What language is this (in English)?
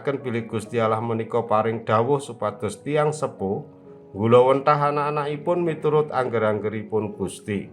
Javanese